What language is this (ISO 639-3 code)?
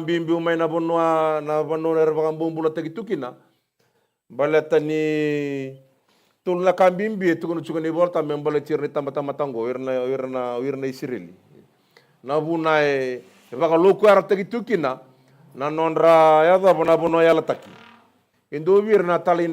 fij